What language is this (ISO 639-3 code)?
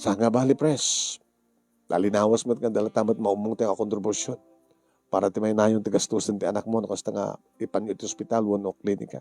ilo